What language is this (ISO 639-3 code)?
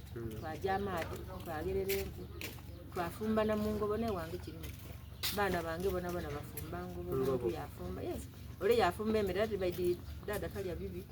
xog